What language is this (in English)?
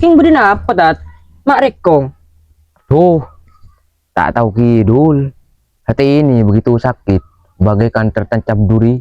Madurese